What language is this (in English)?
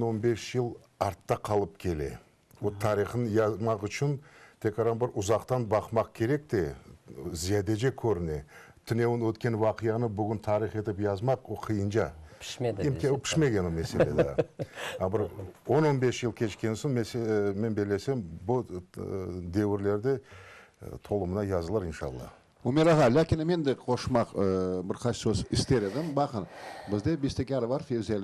Crimean Tatar